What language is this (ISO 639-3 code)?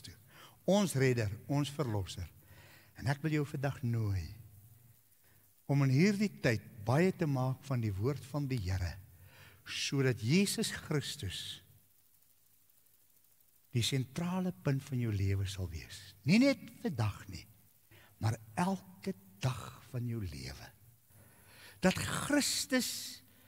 afr